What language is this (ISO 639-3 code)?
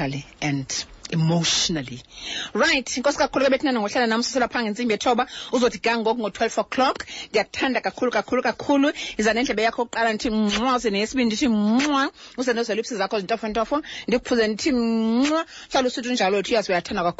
xho